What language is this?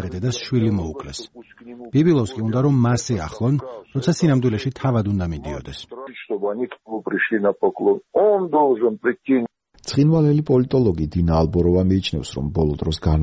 Georgian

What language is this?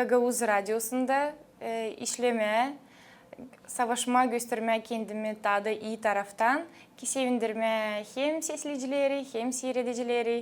Gagauz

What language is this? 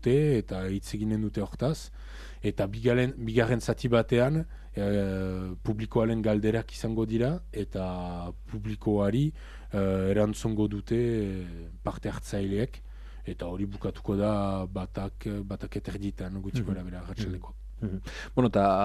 Basque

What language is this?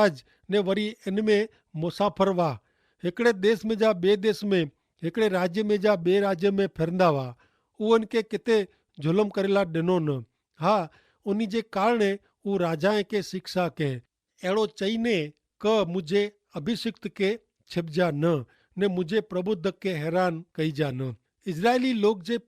Kachhi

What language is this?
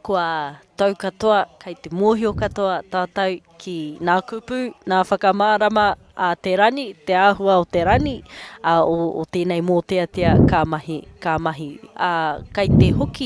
Māori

